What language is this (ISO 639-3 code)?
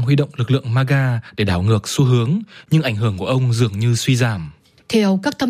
vie